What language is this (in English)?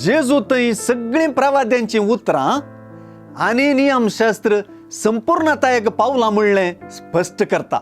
Konkani